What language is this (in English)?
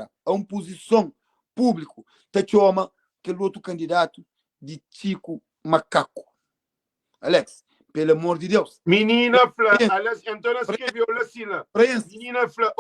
Kabuverdianu